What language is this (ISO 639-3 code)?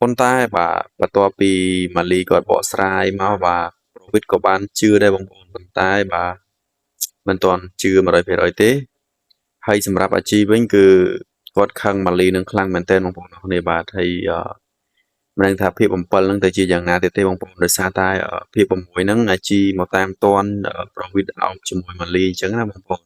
khm